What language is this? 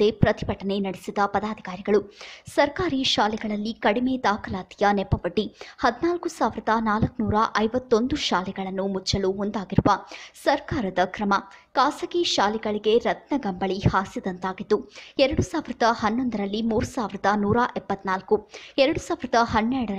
Kannada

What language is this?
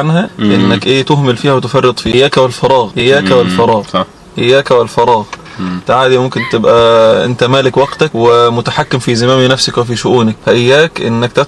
Egyptian Arabic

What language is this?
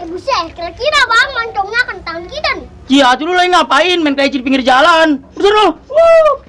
Betawi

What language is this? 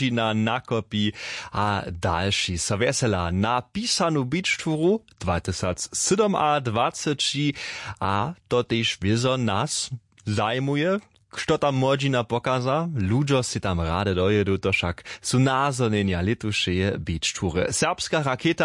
Upper Sorbian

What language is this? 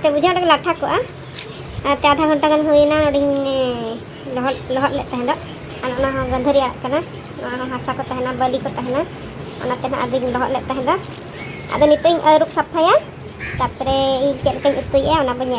Santali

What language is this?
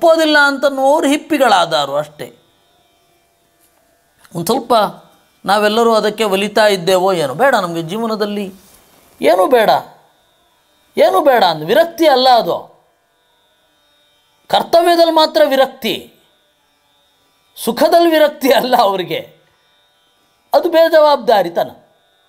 Kannada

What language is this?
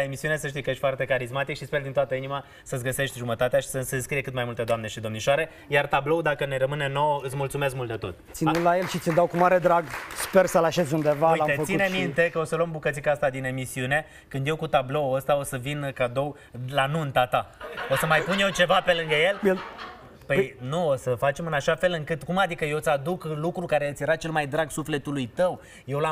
Romanian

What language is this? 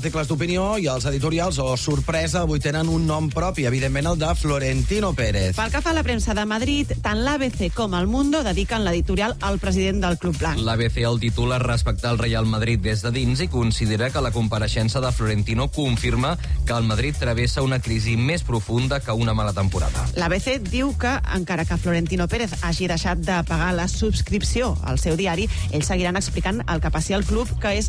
Catalan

